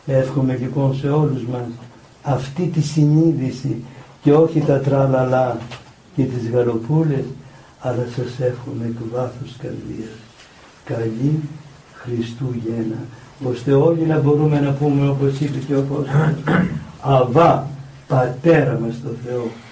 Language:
Greek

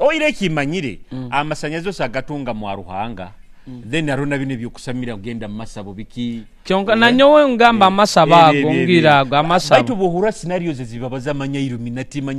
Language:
Nyoro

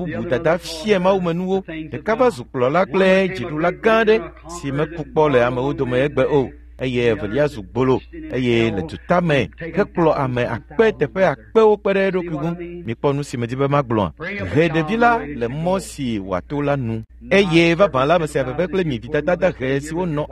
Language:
Ewe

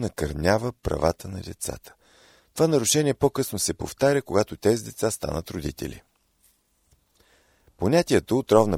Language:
Bulgarian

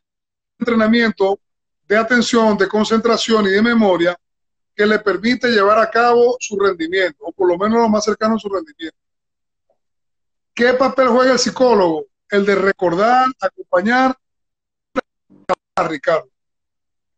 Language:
Spanish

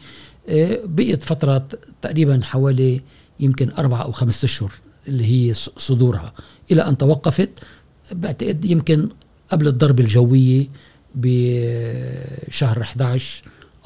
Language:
Gulf Arabic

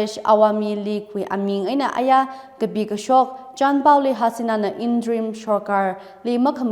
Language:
Tangkhul Naga (India)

